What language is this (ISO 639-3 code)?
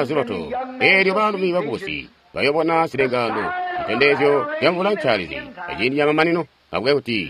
toi